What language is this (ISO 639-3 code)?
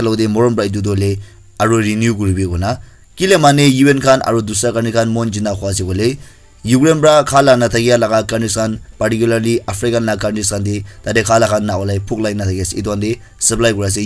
nag